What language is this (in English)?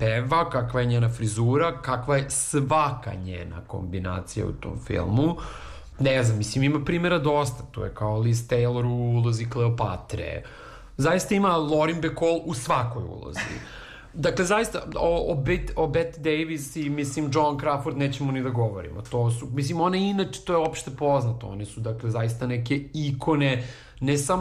Serbian